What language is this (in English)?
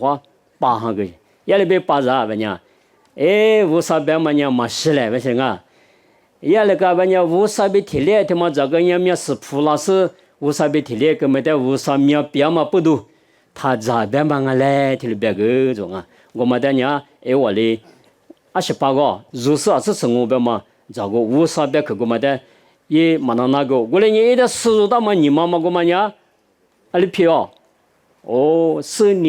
Lisu